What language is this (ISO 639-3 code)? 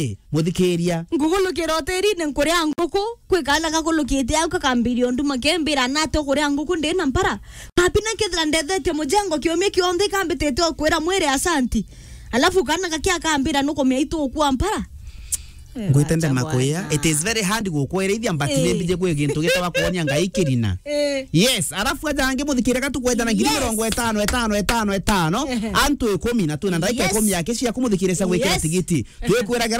mer